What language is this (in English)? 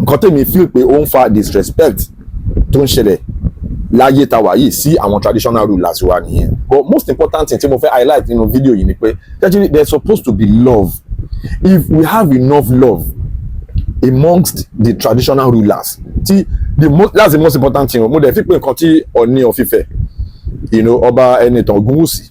Yoruba